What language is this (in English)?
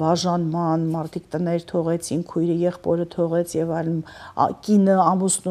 Armenian